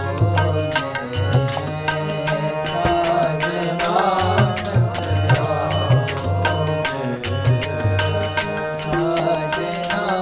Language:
Hindi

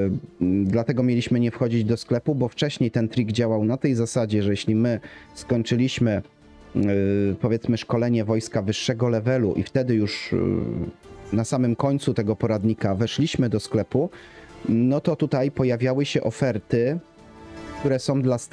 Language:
Polish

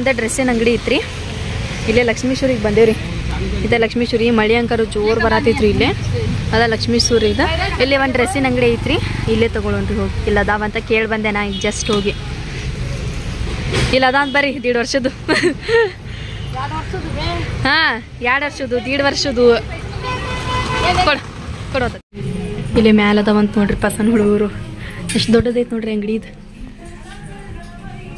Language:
Kannada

